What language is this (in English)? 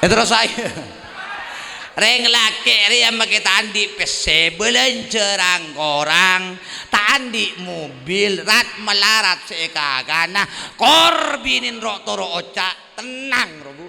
Madurese